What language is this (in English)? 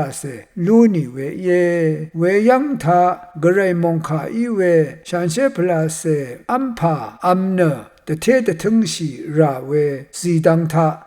Rawang